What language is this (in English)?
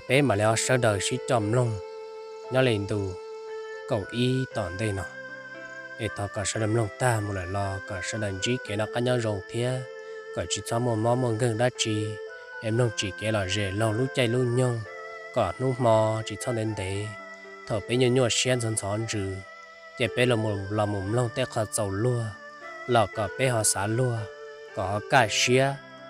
Hmong